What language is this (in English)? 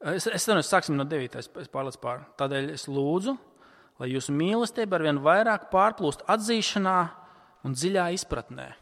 Latvian